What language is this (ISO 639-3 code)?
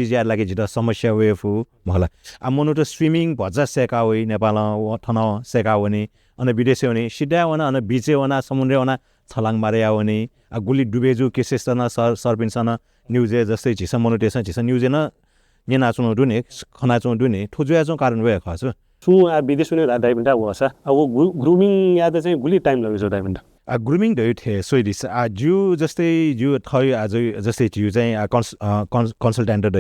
new